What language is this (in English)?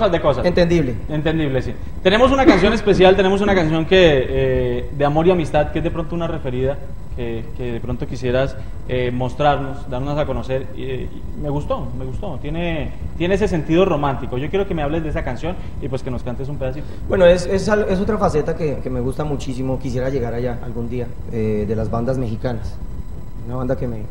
Spanish